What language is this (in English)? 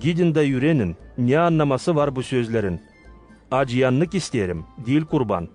Gagauz